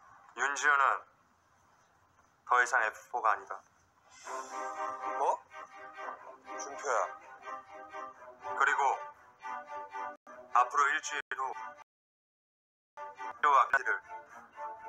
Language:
Korean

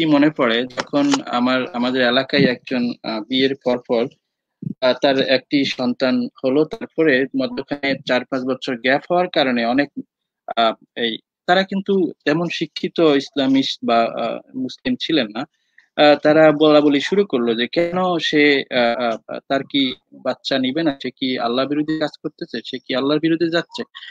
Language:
Bangla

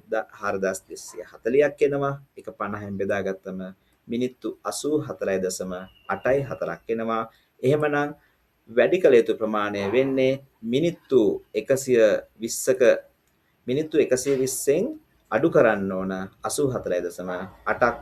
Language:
Sinhala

